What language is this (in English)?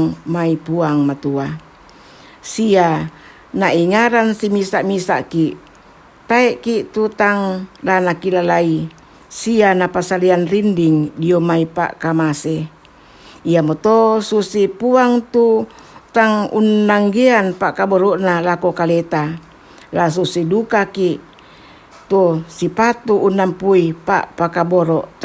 Toraja-Sa'dan